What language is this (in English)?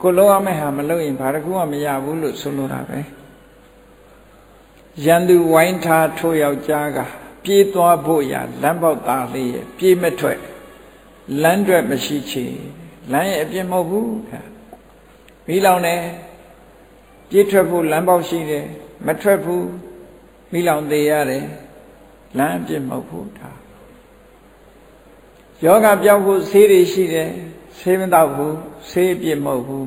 Burmese